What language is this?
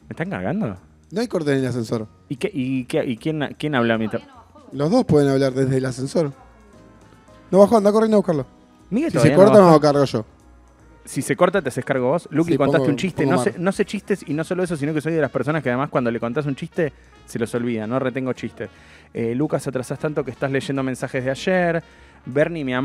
Spanish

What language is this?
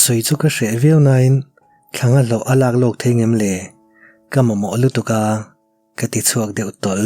Mizo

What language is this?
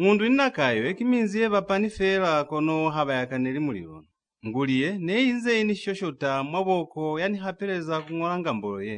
Lozi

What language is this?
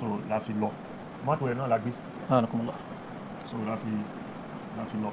Yoruba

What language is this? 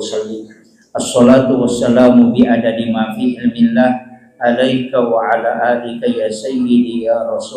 Buginese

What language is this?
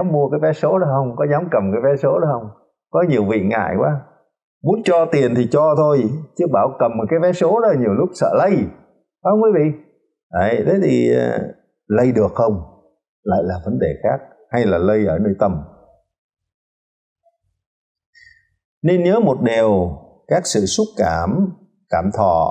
Vietnamese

